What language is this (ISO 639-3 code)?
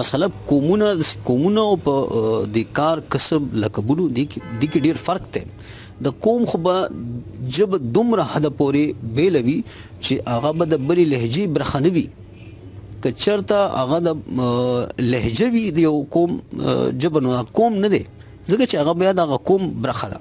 pus